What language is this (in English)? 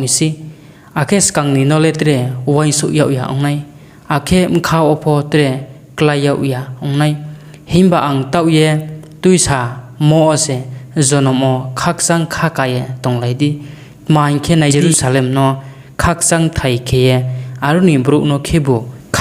Riang (India)